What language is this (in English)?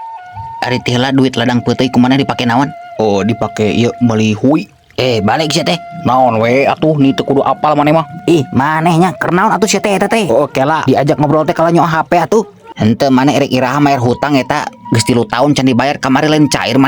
Sundanese